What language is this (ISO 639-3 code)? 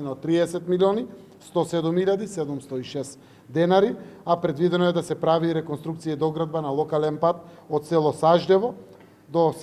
mkd